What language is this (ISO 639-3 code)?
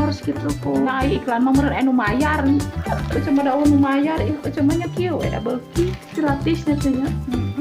sun